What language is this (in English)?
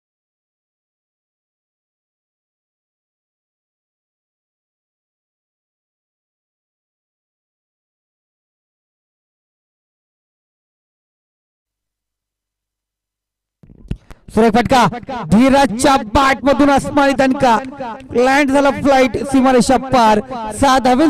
Marathi